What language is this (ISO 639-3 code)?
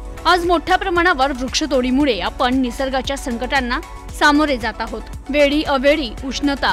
mar